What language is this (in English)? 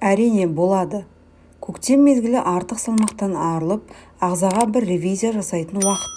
Kazakh